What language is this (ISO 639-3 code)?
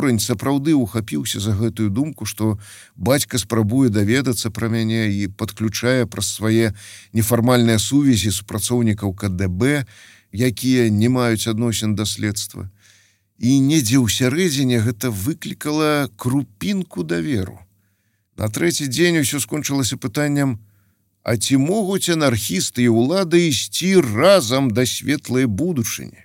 bel